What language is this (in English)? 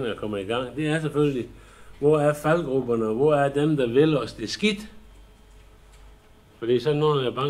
Danish